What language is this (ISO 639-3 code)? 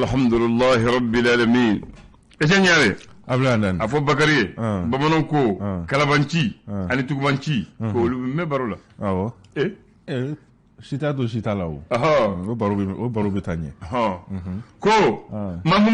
bam